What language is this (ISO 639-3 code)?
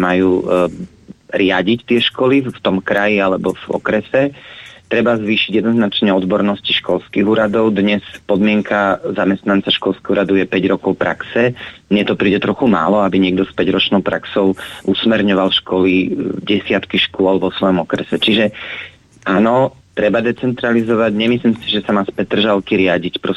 slk